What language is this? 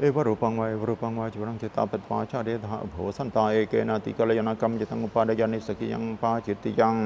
Pali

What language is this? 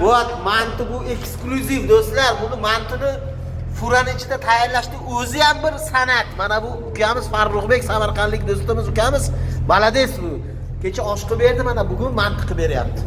Uzbek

